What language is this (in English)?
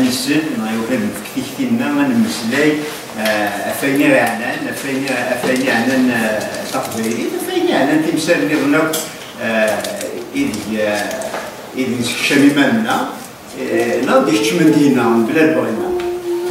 Kabyle